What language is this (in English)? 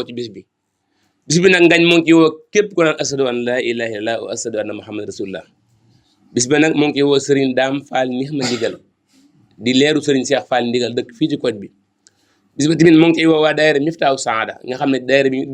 Wolof